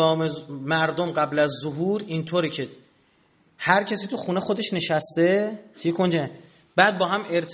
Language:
Persian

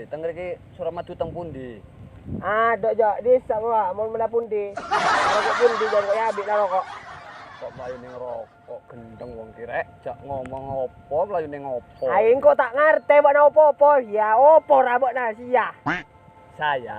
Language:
Madurese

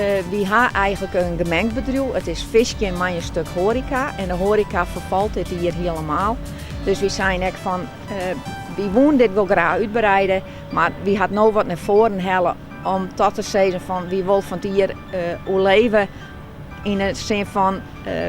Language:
Western Frisian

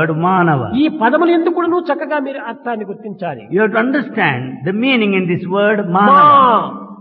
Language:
Telugu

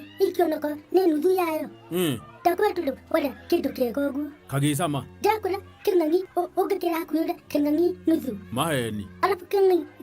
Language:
Kikuyu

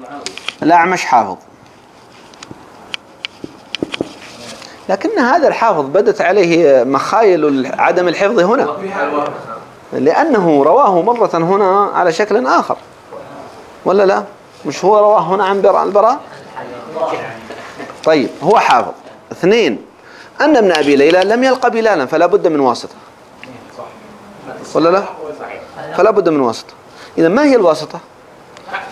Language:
Arabic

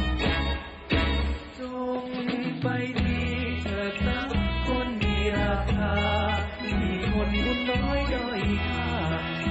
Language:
Thai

